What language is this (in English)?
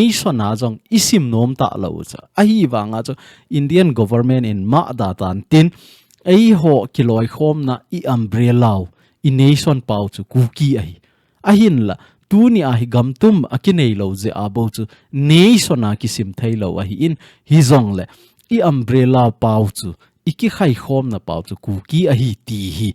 Thado Chin